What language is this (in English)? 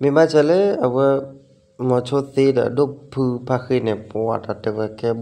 S'gaw Karen